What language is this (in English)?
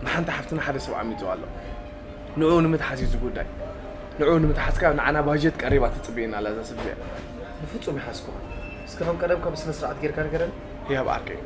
Tigrinya